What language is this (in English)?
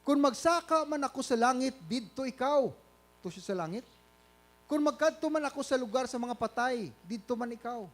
Hiligaynon